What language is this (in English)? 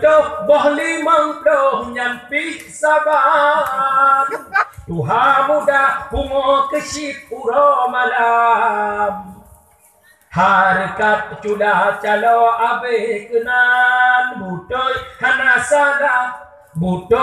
Achinese